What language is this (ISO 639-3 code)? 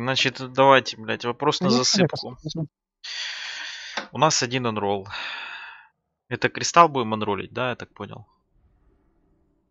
rus